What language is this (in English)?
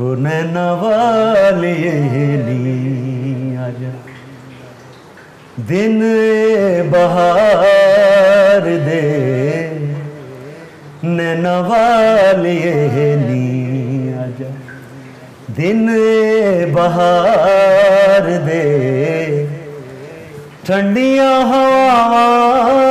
Punjabi